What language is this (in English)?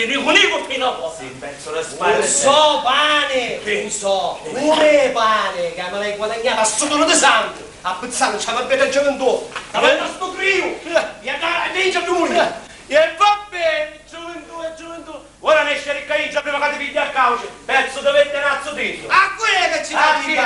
Sicilian